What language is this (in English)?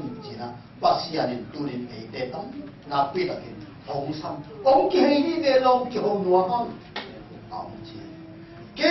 Tedim Chin